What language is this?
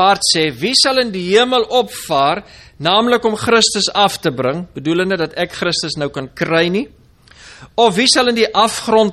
Afrikaans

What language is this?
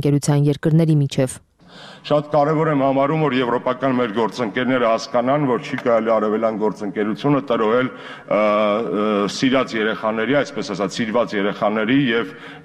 Armenian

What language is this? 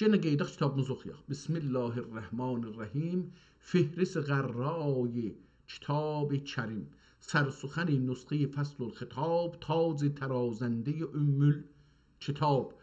South Azerbaijani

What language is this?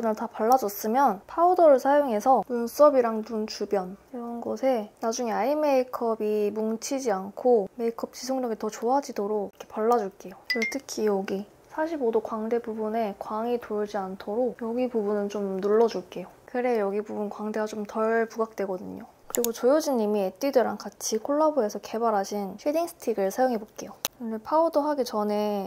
Korean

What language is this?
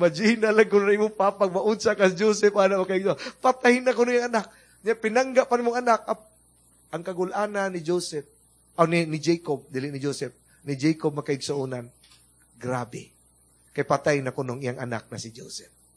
Cebuano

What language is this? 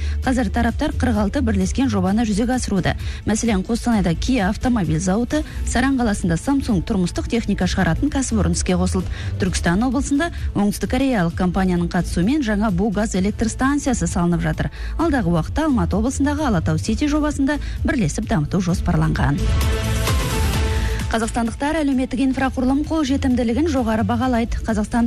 Kazakh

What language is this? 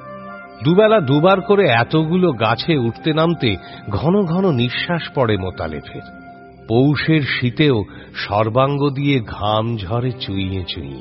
Bangla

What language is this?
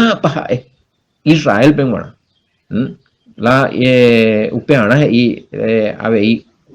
Guarani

